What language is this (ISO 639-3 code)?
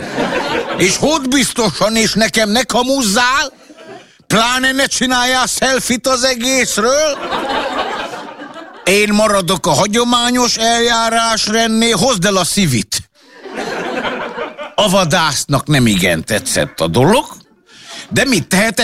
hun